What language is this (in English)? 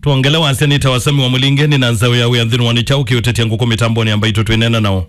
Kamba